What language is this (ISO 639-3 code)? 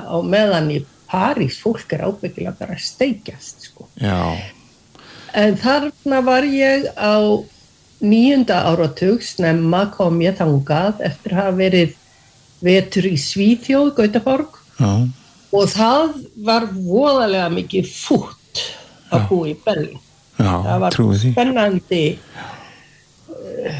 isl